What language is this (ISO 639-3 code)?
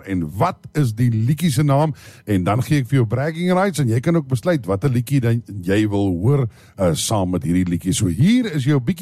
afr